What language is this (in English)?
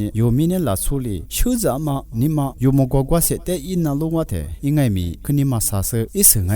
Lisu